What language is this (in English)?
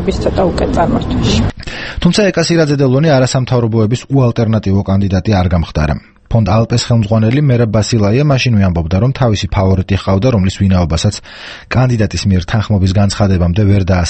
Georgian